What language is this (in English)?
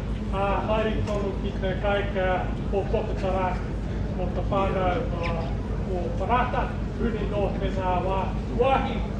Māori